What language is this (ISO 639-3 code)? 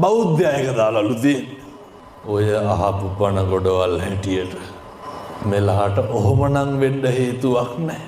sin